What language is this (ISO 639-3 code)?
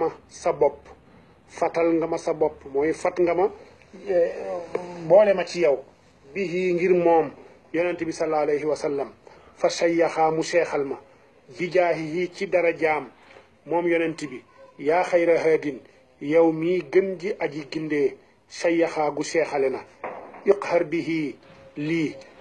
wol